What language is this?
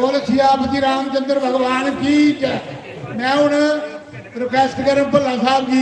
Dogri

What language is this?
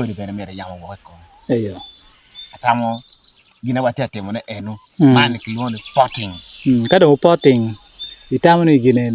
Acoli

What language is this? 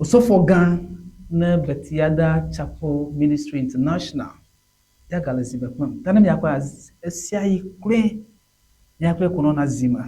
Ewe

